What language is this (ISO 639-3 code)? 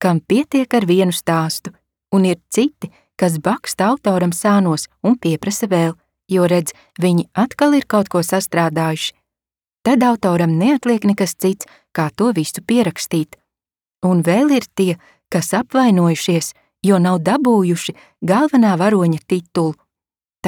lav